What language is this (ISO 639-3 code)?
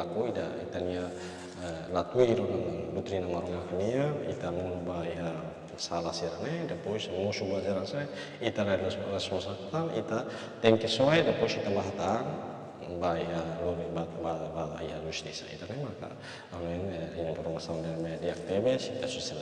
tet